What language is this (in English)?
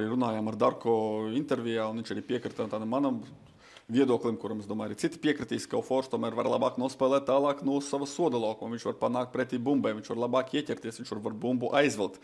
Latvian